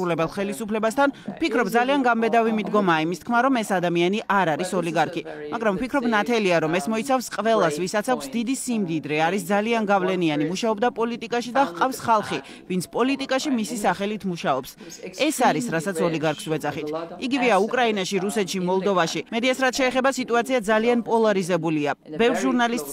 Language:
Georgian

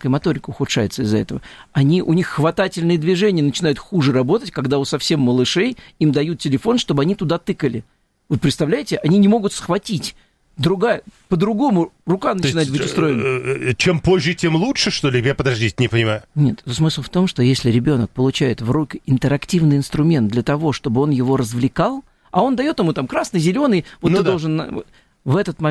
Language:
Russian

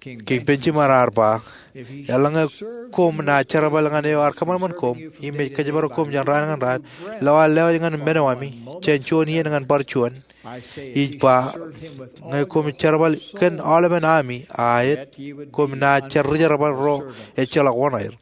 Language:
Marshallese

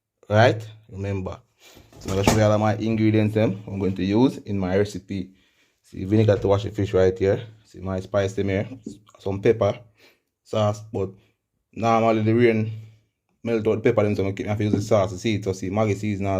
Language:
Jamaican Creole English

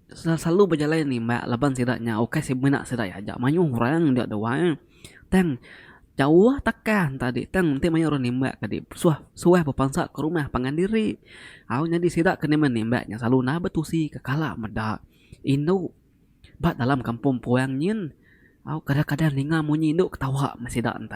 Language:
Iban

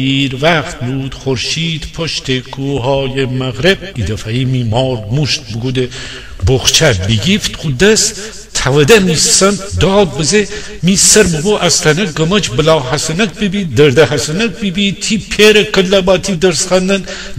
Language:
Gilaki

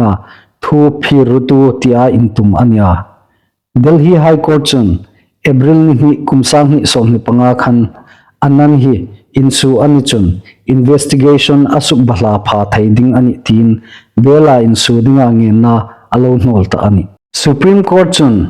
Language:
Hmar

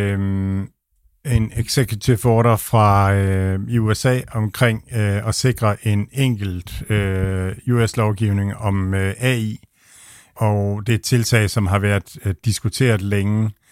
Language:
Danish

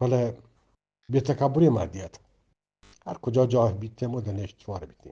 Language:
Eastern Balochi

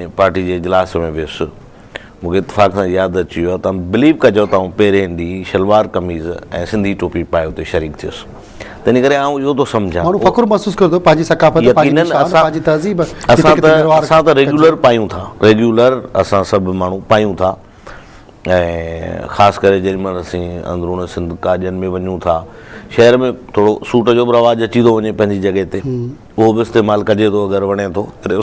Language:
Sindhi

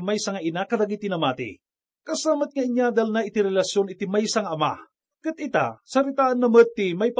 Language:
Iloko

